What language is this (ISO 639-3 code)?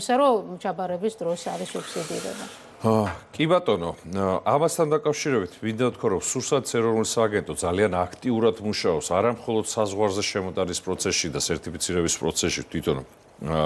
kat